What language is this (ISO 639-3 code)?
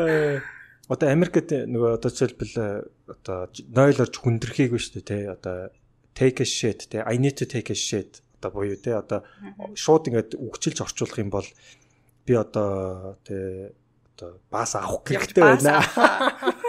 mon